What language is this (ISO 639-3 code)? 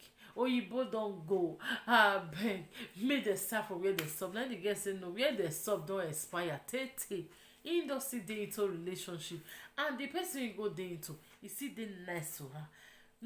pcm